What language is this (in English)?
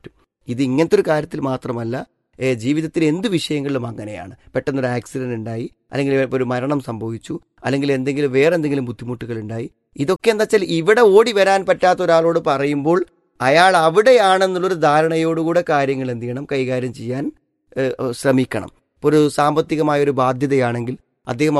Malayalam